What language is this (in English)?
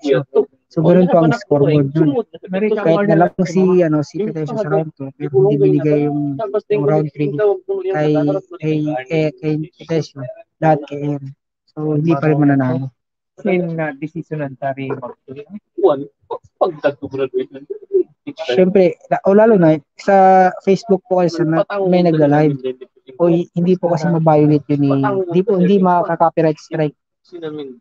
Filipino